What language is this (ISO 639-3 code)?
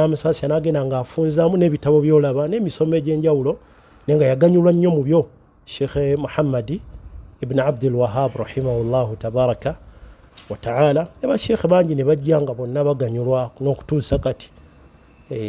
lug